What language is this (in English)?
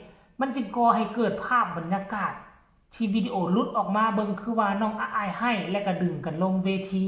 Northeastern Thai